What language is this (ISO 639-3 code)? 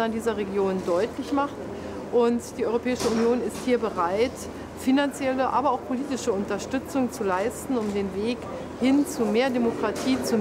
deu